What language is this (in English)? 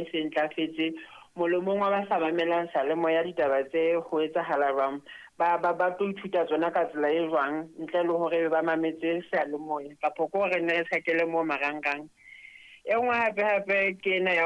Southern Sotho